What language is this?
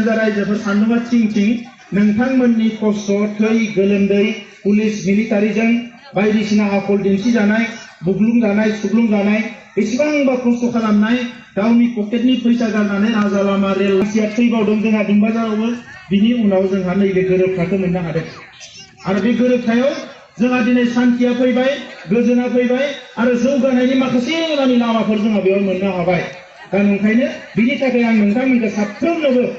Bodo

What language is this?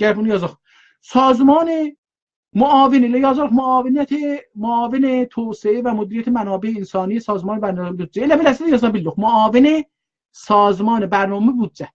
South Azerbaijani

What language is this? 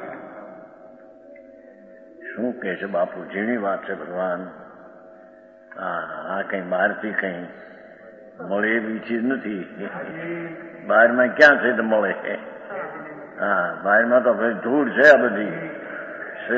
Gujarati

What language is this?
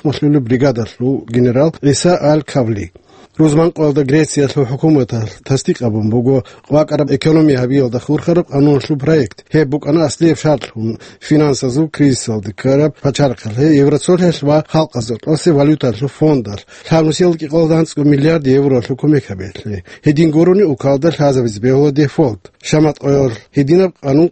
Avaric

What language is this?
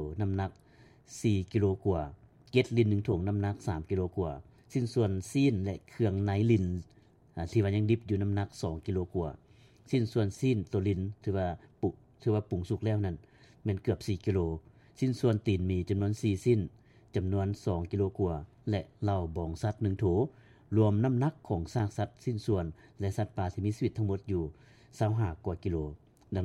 Lao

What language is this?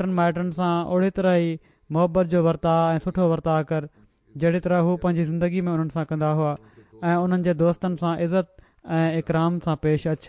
Sindhi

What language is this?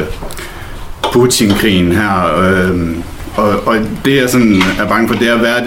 Danish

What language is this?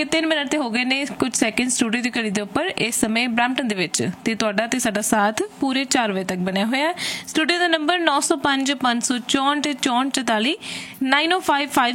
Punjabi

